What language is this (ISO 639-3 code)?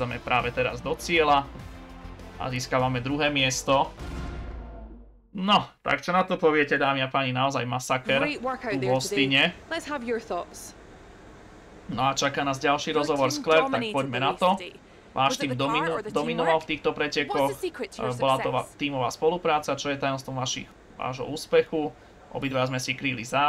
slk